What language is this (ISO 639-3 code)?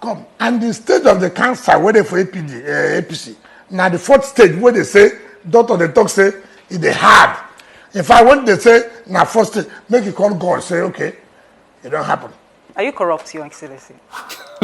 pcm